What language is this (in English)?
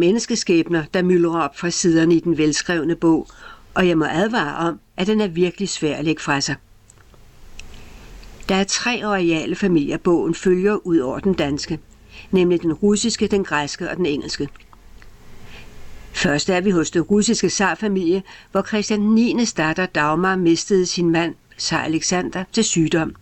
Danish